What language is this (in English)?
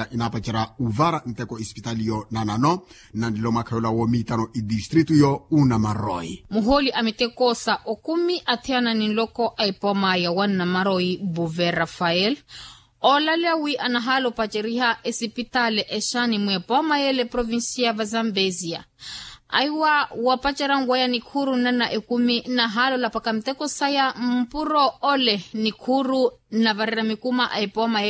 Makhuwa